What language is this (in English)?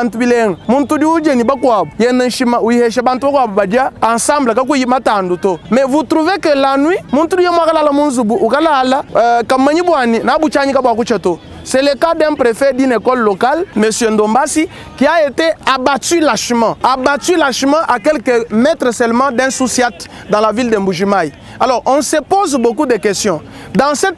Luba-Lulua